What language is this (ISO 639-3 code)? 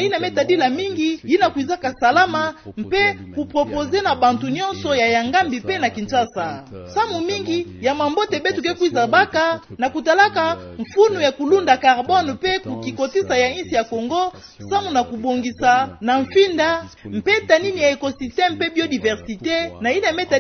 ktu